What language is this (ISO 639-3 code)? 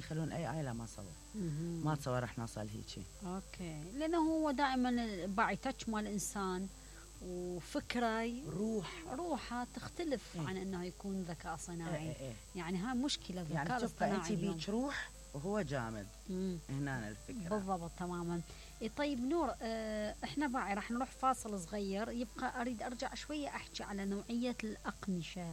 acm